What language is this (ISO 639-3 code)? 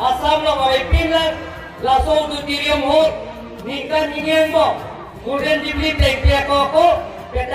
mjw